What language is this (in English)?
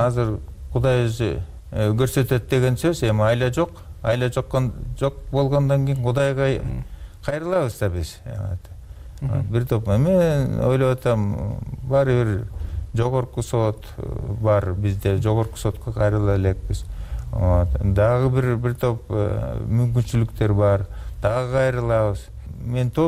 Kyrgyz